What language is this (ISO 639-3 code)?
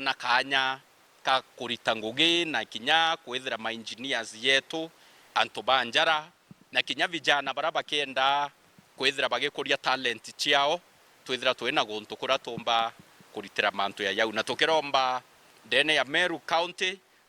mer